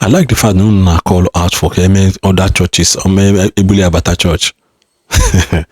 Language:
Igbo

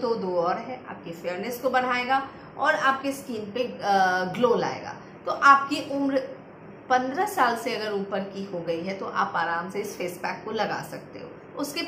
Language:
Hindi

